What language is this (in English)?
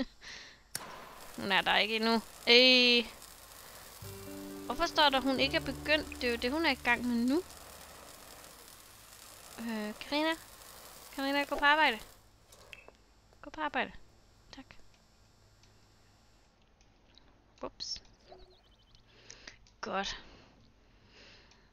Danish